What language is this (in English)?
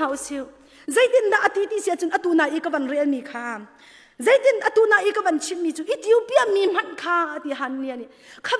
Hakha Chin